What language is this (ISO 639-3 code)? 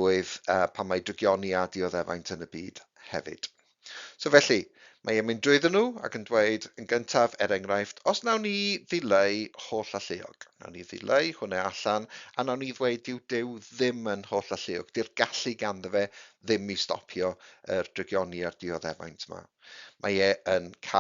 cym